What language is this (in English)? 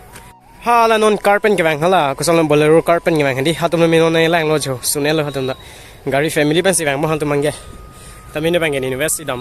Karbi